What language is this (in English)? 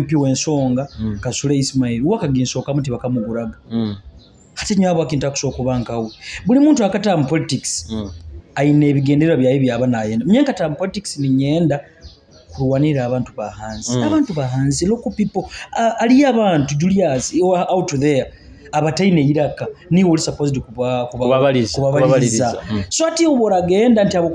Nyoro